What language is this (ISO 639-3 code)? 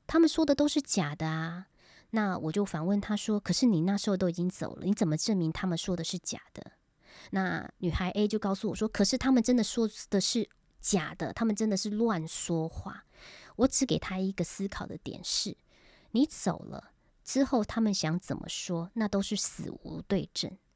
zho